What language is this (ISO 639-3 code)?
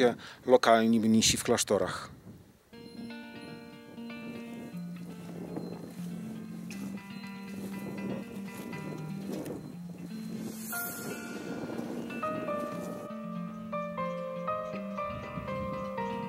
pol